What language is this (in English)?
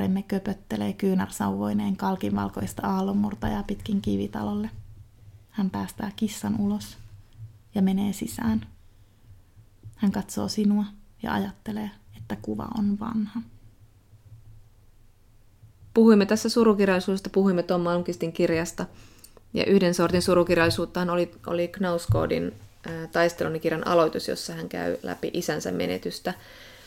Finnish